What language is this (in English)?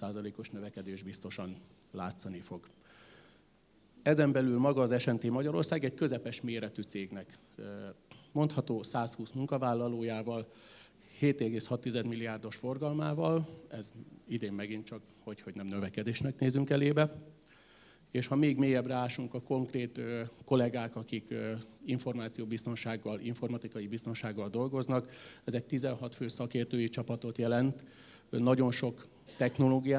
Hungarian